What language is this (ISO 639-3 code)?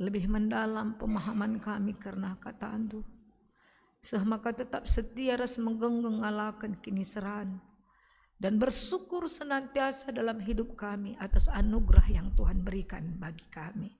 btx